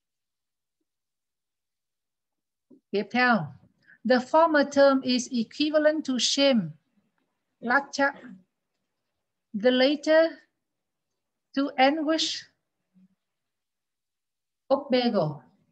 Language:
Vietnamese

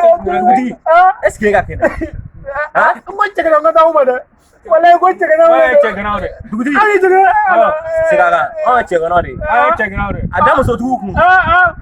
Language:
Bambara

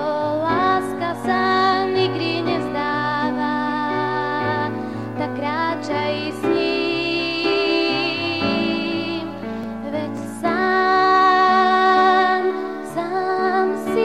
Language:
Slovak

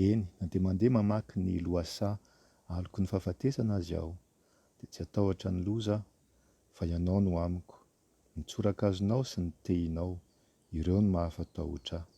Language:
Malagasy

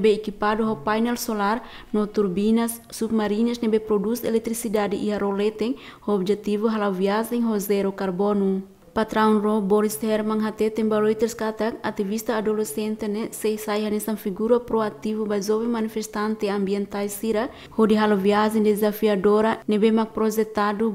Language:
Tetum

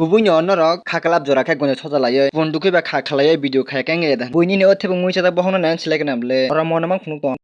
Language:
Kok Borok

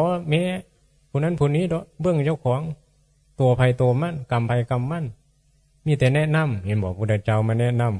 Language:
Northeastern Thai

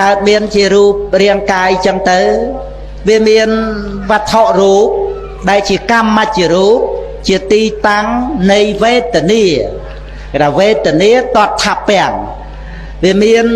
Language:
Khmer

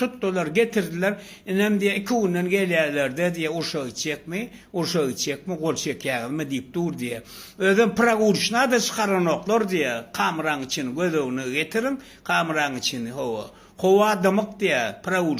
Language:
Turkmen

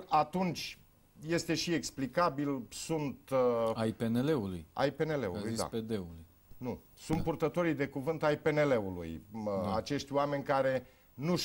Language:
Romanian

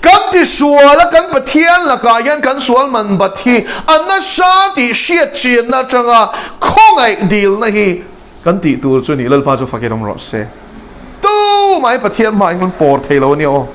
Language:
Mizo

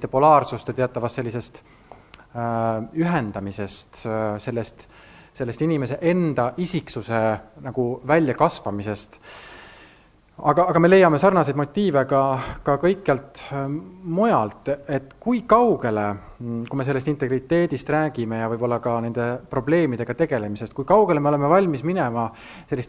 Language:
Estonian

